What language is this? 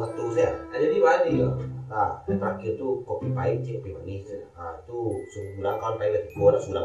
Minangkabau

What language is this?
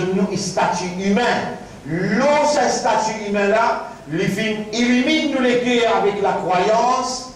Morisyen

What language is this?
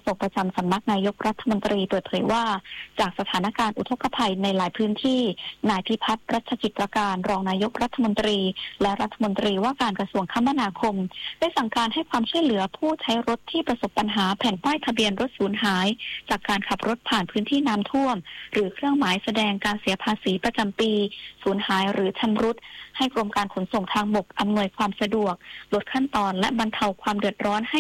Thai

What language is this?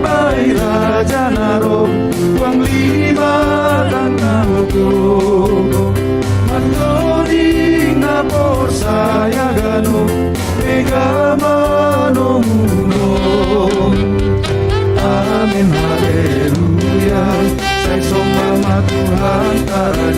Batak Simalungun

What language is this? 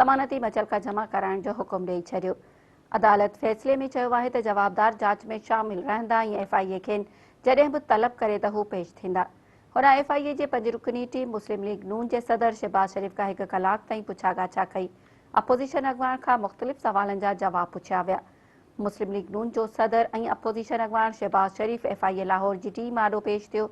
Sindhi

